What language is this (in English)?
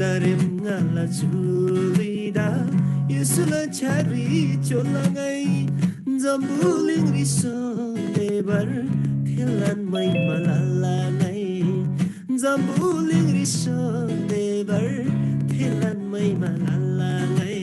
Eastern Tamang